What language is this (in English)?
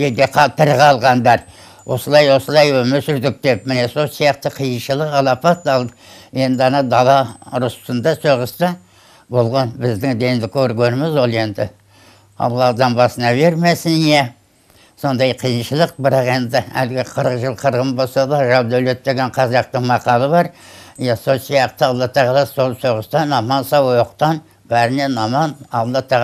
Kazakh